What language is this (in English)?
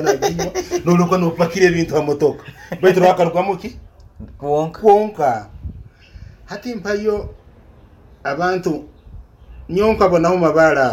Nyoro